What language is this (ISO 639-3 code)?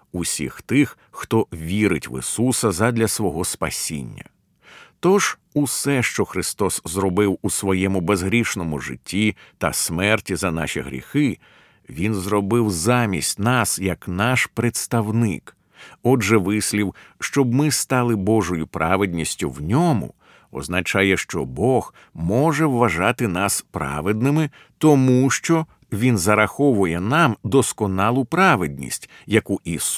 ukr